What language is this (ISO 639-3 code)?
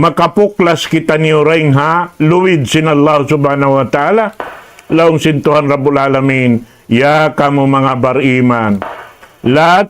tsg